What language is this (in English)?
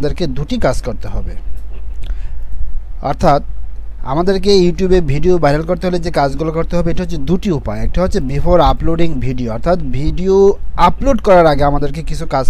Bangla